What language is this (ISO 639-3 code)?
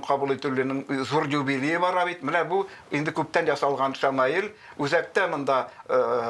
tat